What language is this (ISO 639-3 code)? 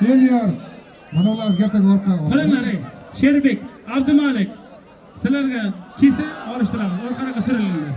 uzb